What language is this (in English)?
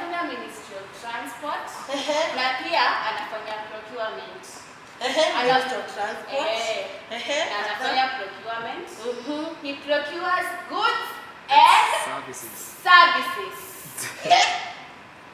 Swahili